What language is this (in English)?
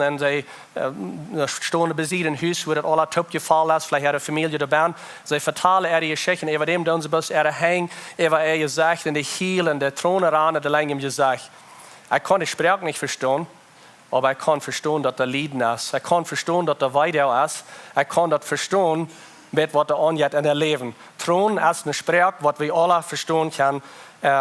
Plautdietsch